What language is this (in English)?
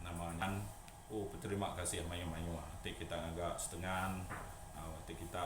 Iban